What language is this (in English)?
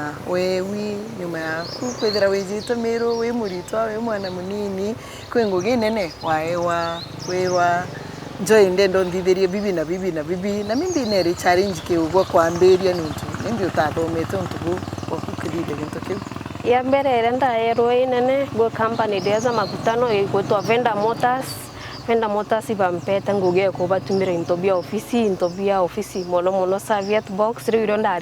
Meru